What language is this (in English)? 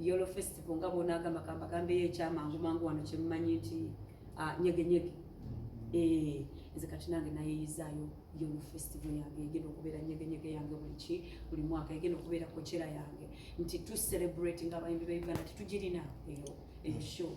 Ganda